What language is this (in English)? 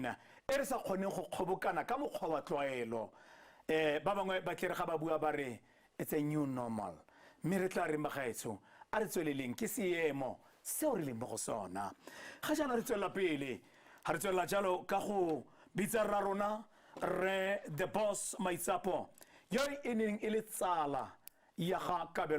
Tswana